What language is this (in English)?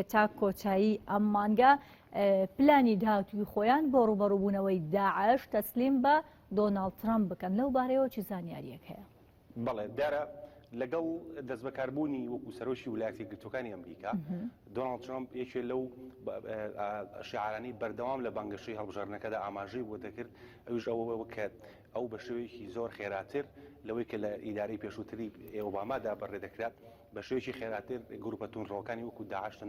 Central Kurdish